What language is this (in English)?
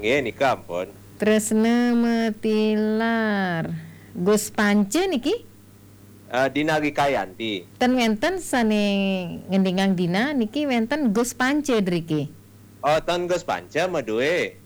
Balinese